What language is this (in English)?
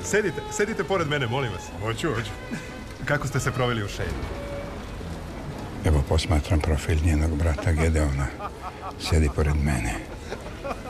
Serbian